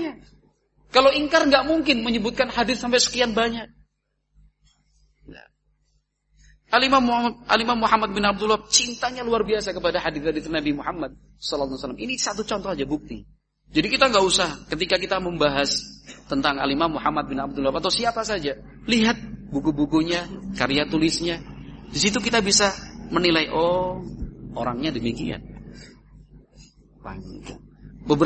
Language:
Indonesian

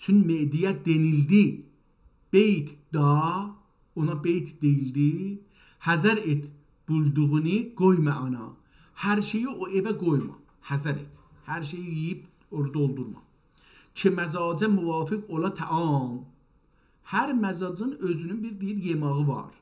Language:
South Azerbaijani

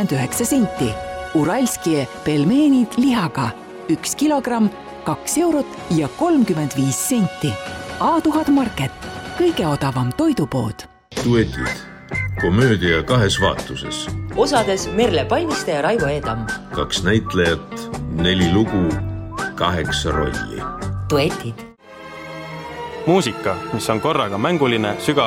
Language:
Estonian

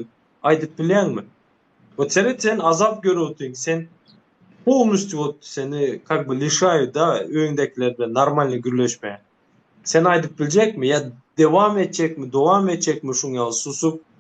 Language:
Turkmen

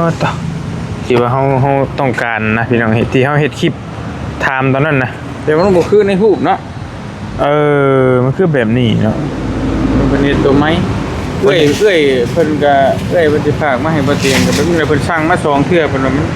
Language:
Northeastern Thai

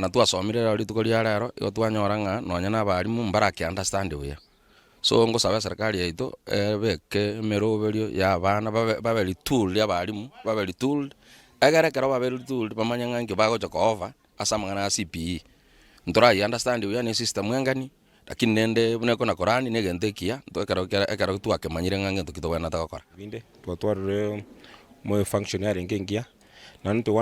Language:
Gusii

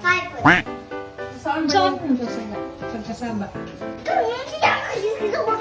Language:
Cebuano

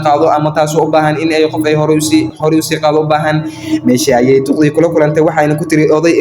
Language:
Somali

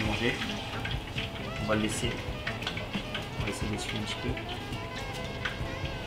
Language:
French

